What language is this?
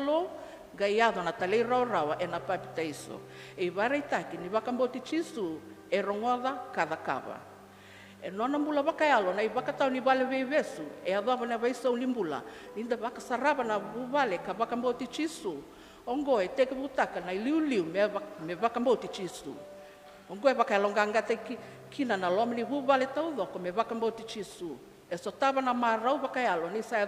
Fijian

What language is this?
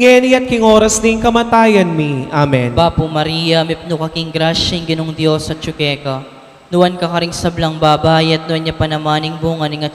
Pampanga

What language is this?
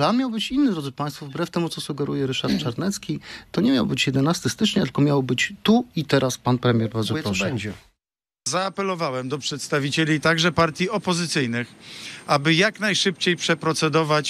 Polish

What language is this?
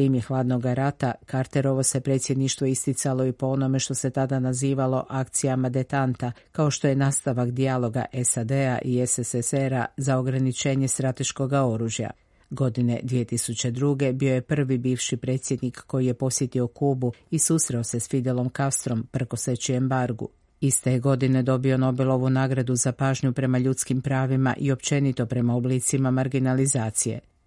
Croatian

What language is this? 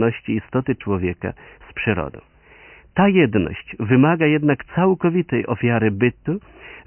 Polish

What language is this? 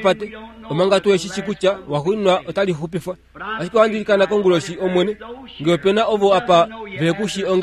Kuanyama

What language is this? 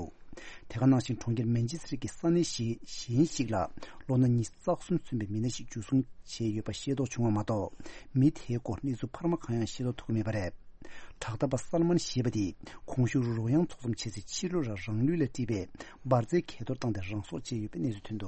Tibetan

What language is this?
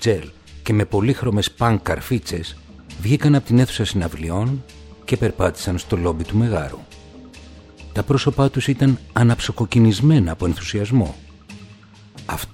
Greek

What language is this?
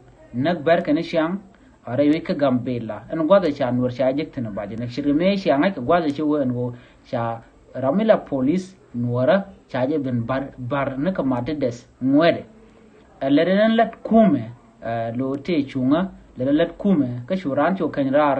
Nuer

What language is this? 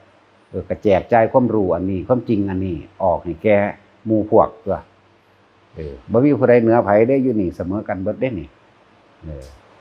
Northeastern Thai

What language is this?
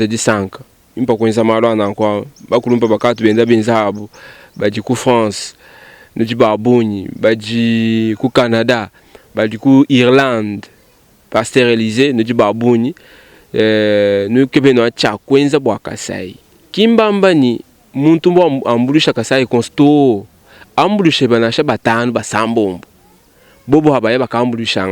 Luba-Lulua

